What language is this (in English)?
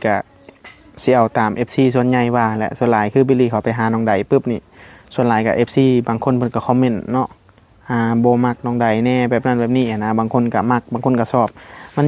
Northeastern Thai